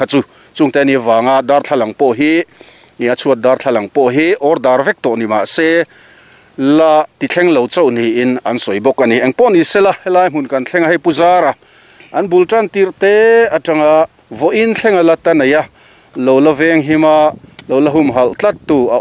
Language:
Mizo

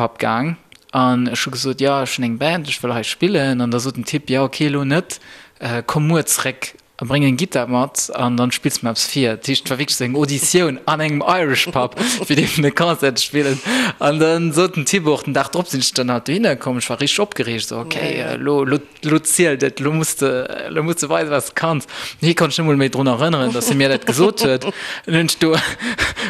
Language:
Luxembourgish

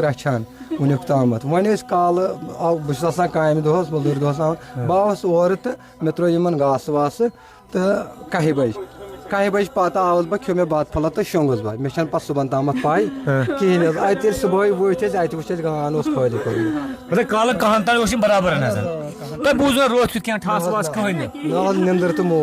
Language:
Kashmiri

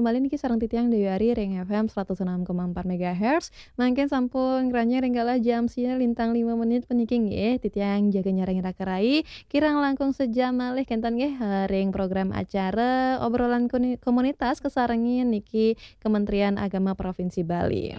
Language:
Balinese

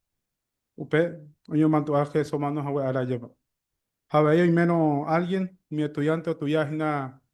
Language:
Guarani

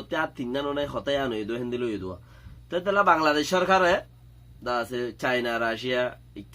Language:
Rohingya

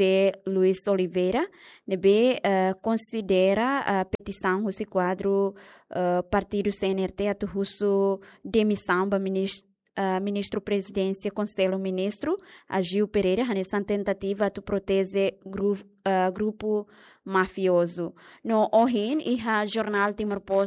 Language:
Tetum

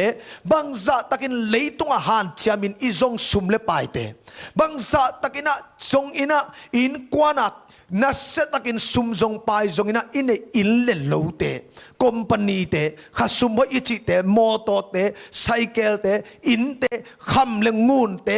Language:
Tedim Chin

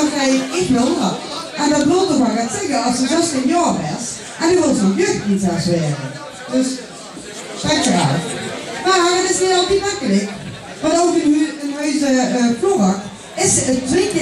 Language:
Limburgish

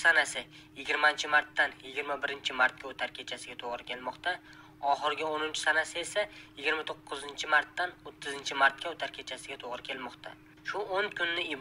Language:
Uzbek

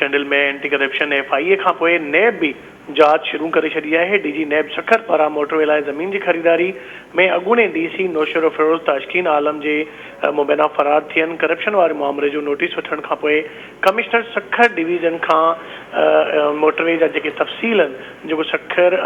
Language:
Sindhi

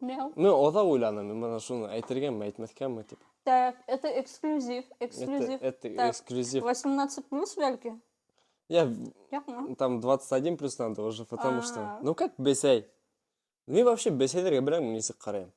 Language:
Bashkir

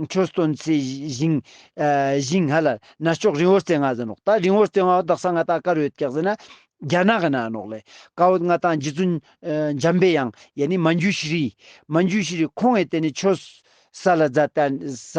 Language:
Ladakhi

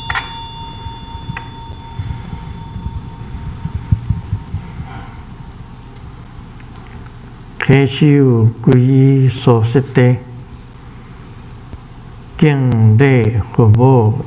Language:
Chinese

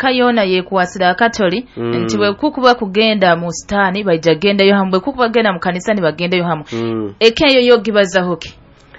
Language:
Nyoro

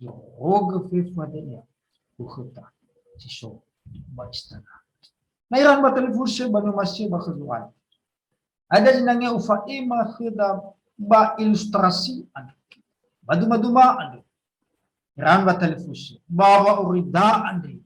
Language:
Nias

